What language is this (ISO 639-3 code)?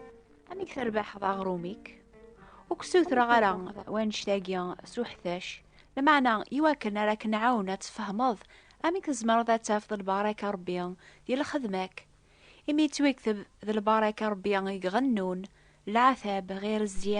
kab